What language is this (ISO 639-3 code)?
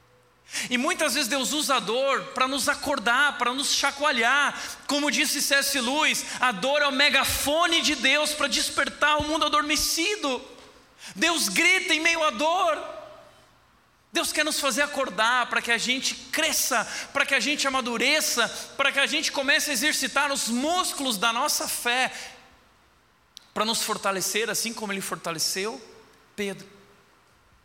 por